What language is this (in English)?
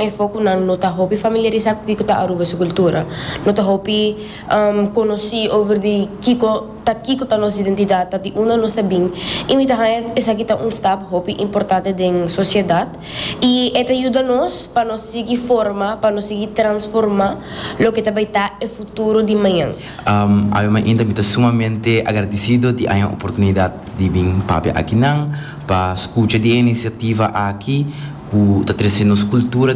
Papiamento